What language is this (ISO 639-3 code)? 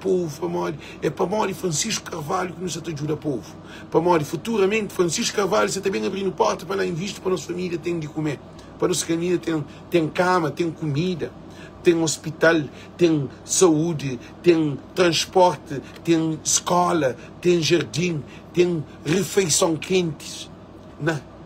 kea